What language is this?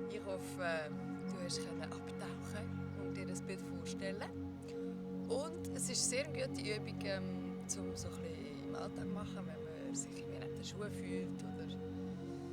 Swiss German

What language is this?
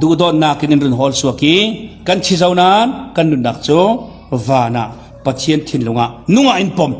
Falam Chin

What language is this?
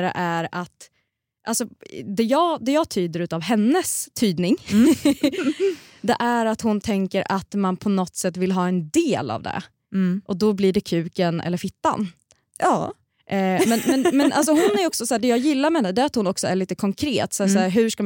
Swedish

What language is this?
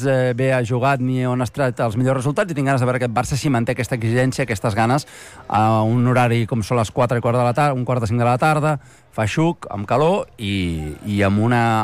Catalan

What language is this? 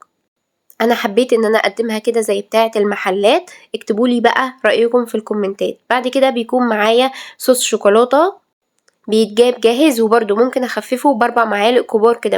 Egyptian Arabic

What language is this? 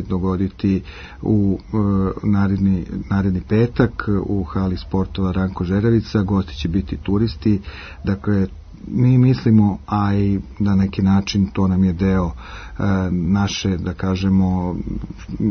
Serbian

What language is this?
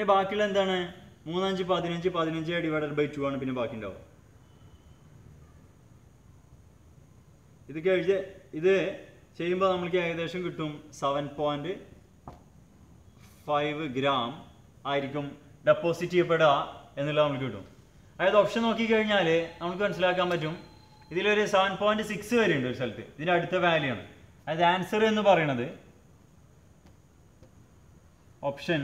Malayalam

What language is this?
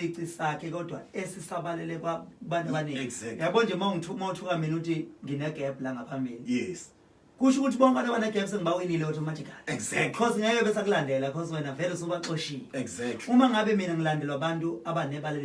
Zulu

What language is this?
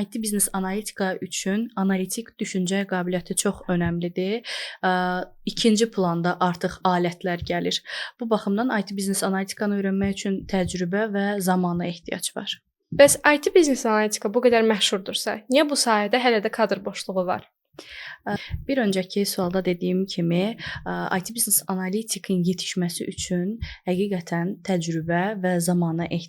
Azerbaijani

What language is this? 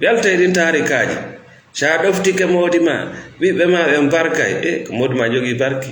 Fula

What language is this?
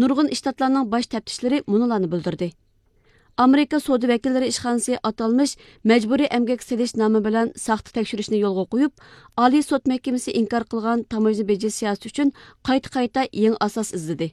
Uyghur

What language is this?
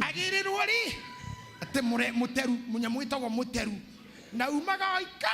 Kikuyu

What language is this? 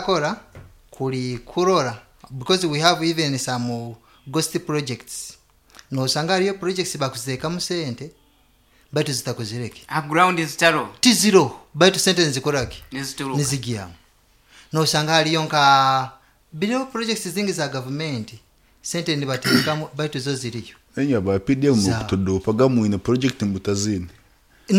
Nyoro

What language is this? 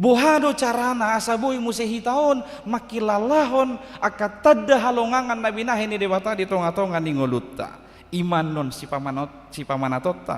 Batak Toba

